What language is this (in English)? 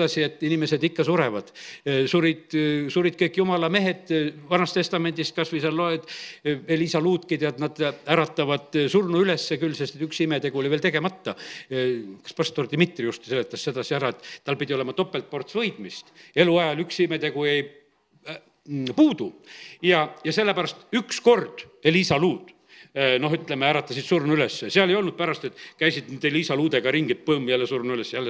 Estonian